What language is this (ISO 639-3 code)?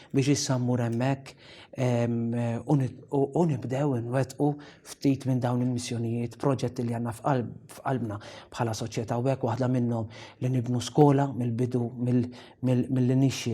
mlt